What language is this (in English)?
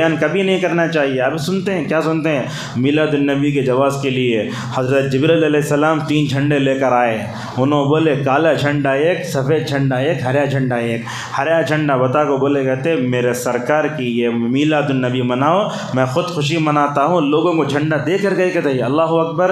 Urdu